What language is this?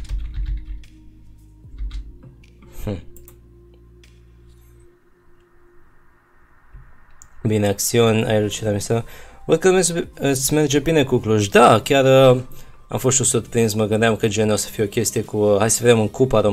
Romanian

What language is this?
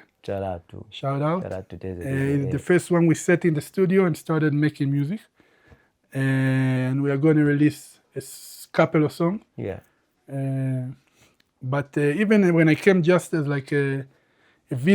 English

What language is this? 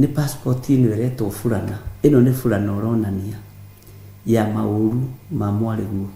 Kikuyu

